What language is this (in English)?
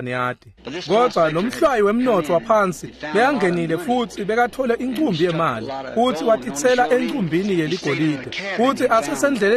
Swati